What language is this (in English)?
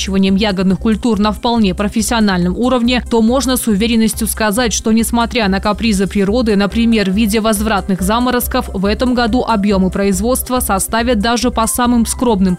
Russian